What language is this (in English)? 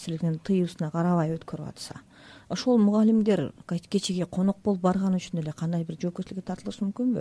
Kyrgyz